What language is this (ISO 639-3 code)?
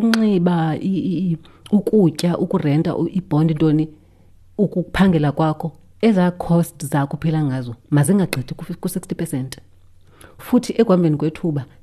xho